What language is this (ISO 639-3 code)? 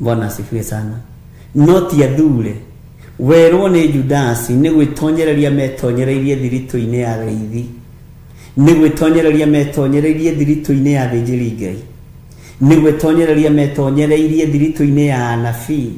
kik